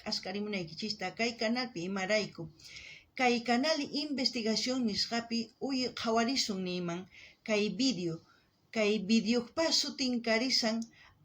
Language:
South Bolivian Quechua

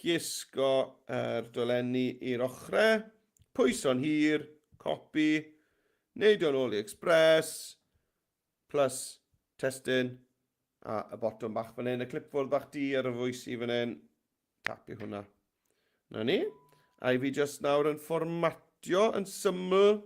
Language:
Welsh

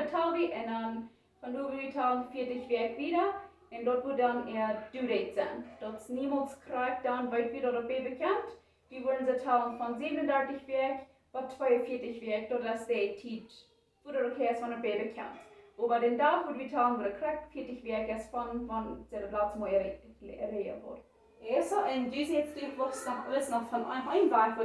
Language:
Plautdietsch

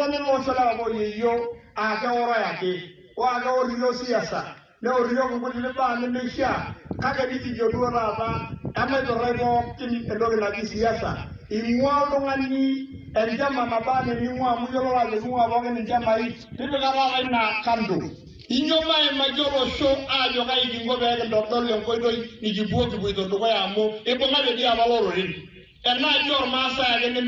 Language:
Masai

